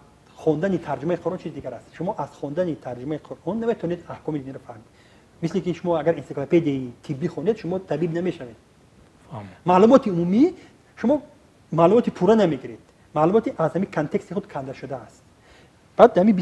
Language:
Tajik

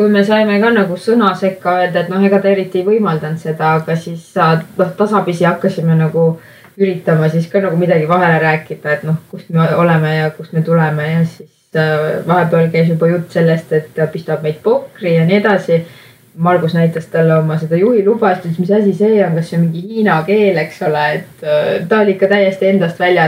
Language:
Estonian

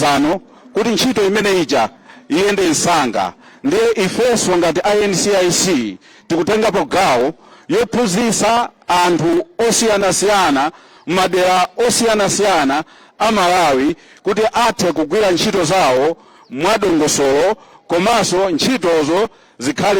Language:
Nyanja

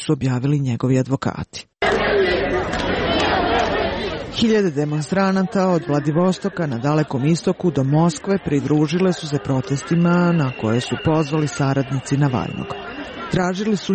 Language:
Serbian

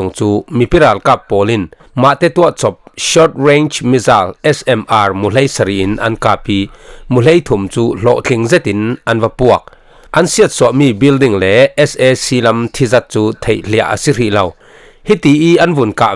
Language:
Falam Chin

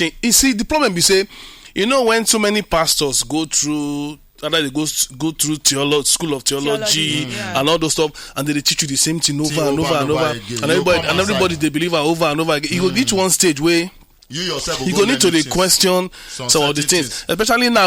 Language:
Nigerian Pidgin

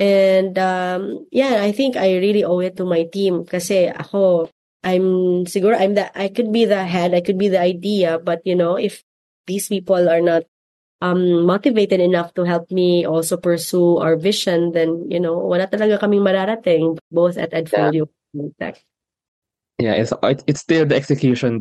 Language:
Filipino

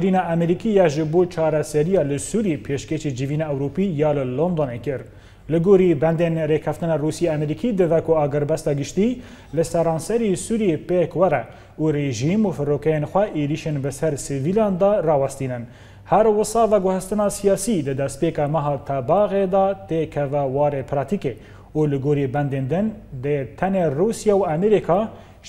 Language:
Kurdish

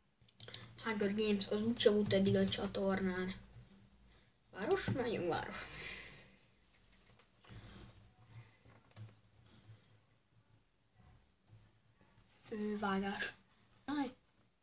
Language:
Hungarian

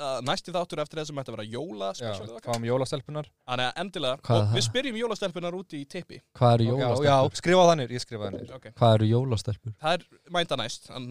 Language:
Icelandic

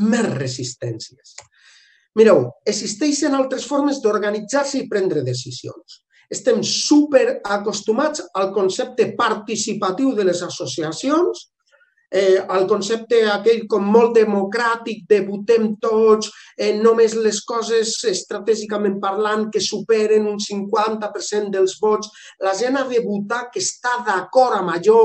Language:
Catalan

